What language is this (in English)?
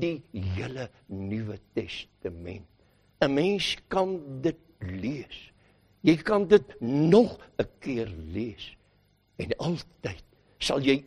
Afrikaans